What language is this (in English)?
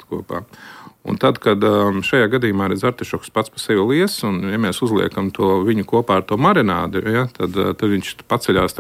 Latvian